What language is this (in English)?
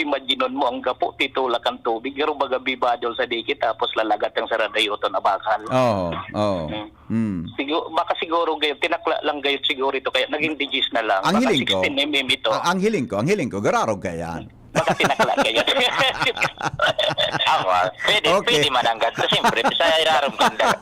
Bikol